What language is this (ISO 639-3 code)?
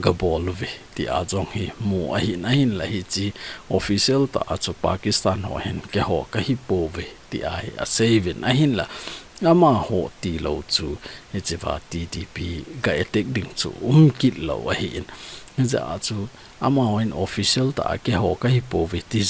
tcz